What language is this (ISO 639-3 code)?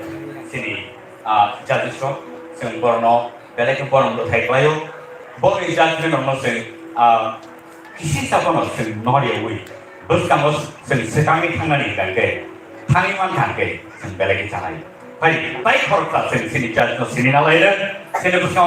trp